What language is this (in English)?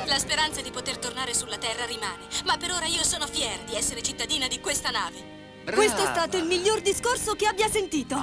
Italian